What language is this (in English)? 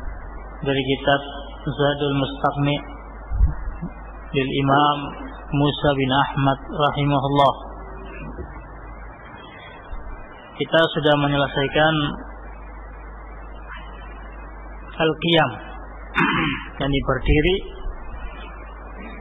Indonesian